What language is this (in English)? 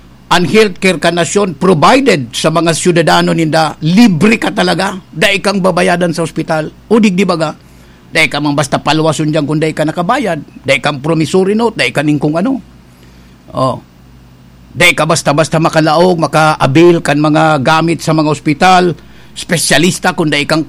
Bikol